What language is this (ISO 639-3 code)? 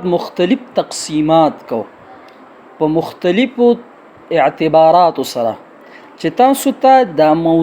pus